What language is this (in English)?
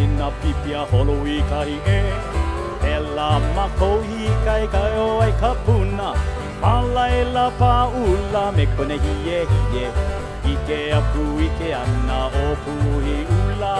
Hawaiian